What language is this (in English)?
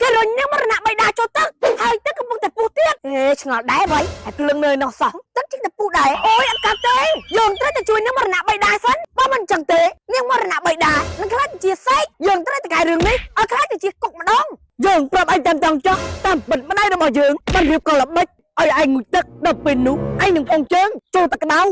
Khmer